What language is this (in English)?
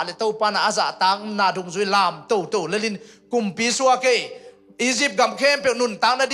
Tedim Chin